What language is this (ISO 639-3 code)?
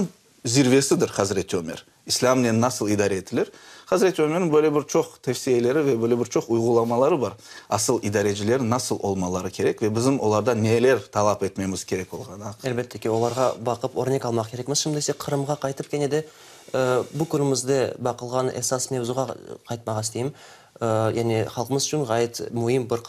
crh